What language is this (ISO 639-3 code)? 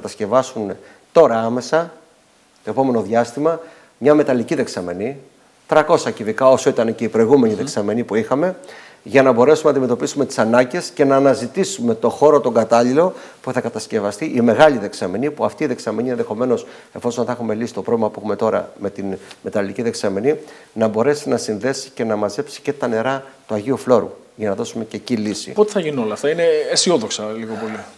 ell